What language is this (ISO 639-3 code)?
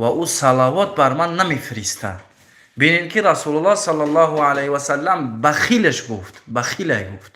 tgk